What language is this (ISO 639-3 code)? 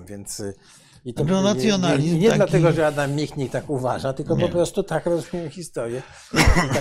pol